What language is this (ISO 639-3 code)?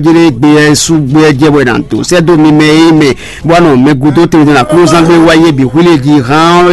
fon